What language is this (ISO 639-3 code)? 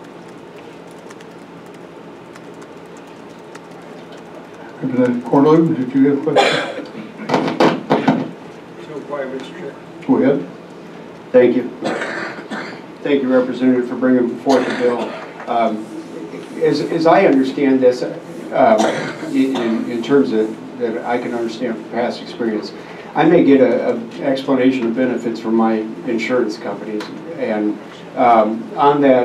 eng